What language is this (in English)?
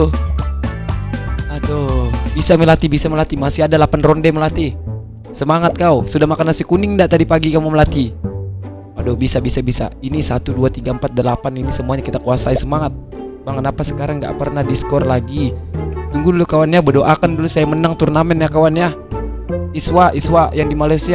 Indonesian